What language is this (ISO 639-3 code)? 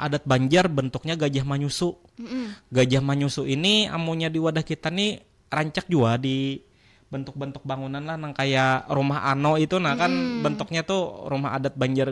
bjn